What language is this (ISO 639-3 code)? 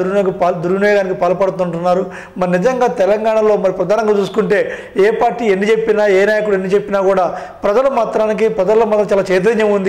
tel